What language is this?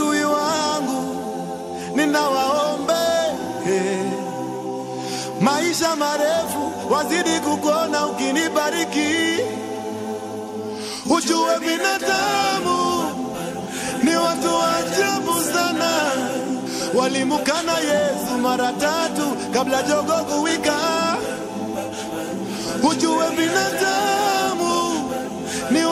Swahili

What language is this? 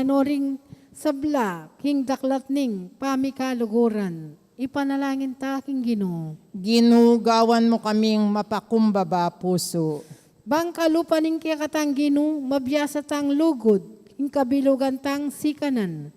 Pampanga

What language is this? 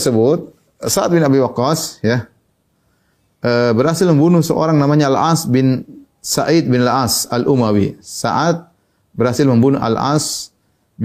Indonesian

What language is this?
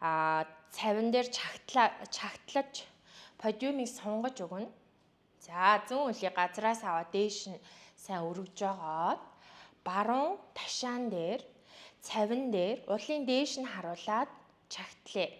Mongolian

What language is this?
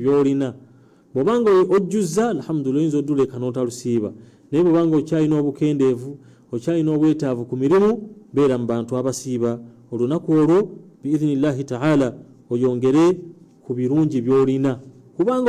Ganda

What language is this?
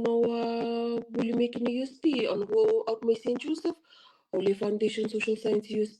Fijian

